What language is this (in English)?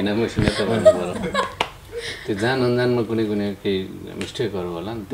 Nepali